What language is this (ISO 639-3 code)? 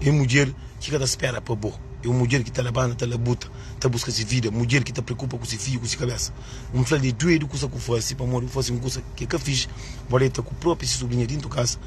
kea